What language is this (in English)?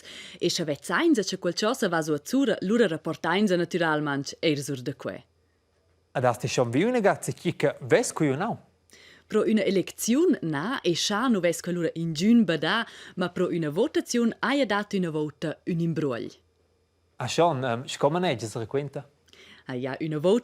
Romansh